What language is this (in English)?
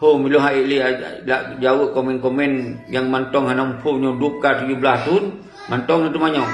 Achinese